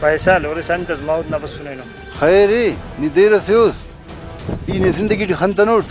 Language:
Brahui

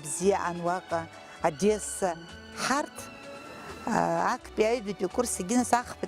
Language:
Abkhazian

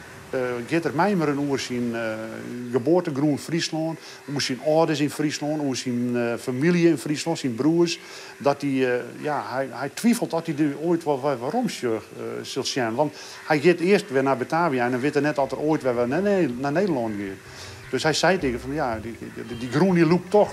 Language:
Western Frisian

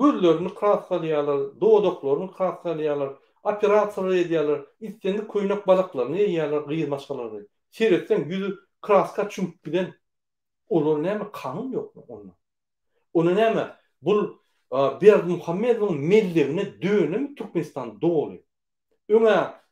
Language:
Turkmen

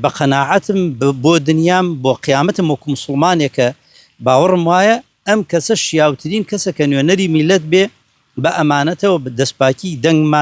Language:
Central Kurdish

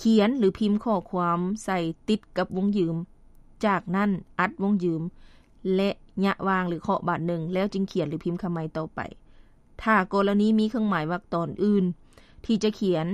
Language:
Lao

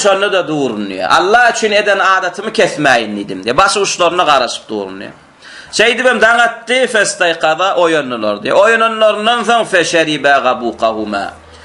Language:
Turkmen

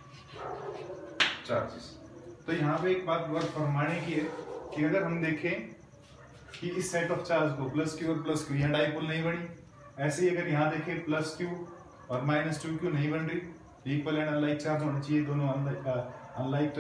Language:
Hindi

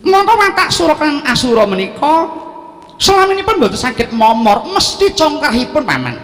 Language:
Javanese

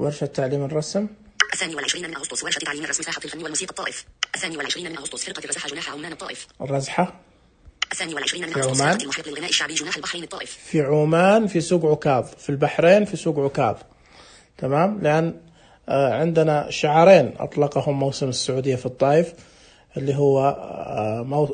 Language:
Najdi Arabic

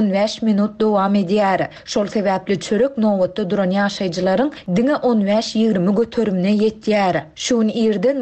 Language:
Turkmen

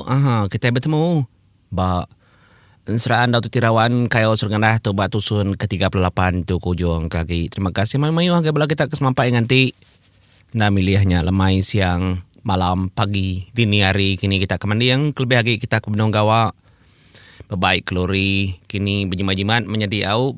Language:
Iban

